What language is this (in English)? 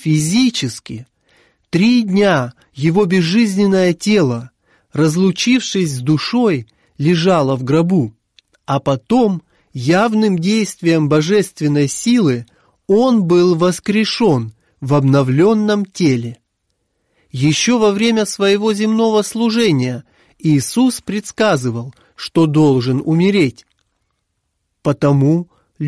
Russian